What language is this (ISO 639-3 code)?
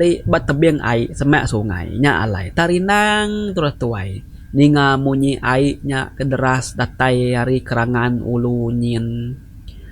iba